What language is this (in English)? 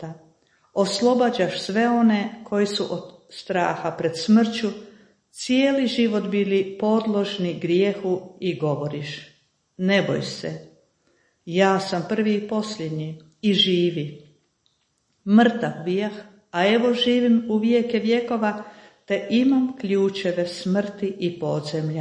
Croatian